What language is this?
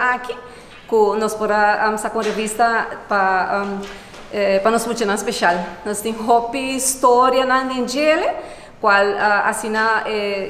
Papiamento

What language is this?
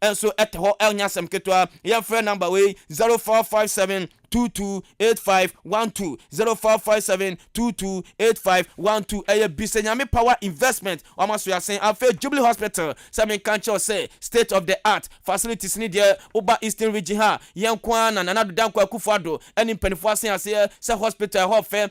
Akan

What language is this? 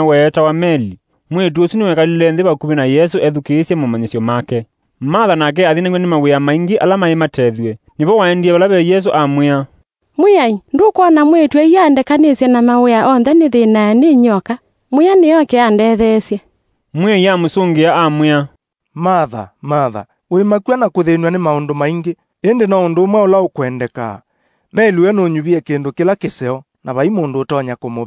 Kamba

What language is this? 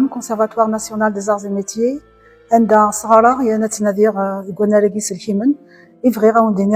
Kabyle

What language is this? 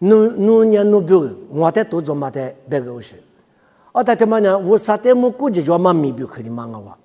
Lisu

